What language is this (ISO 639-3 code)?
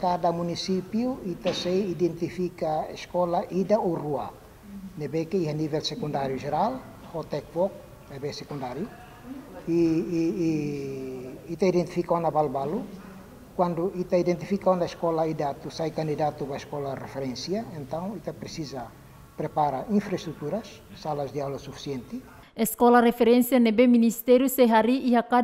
tet